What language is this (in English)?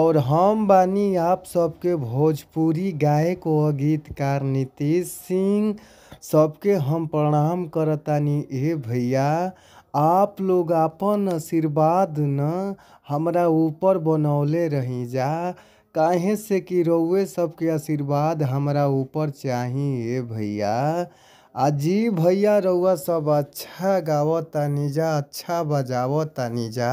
Bhojpuri